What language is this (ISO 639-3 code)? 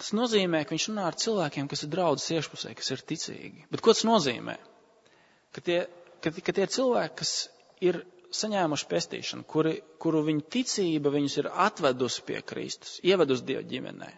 lav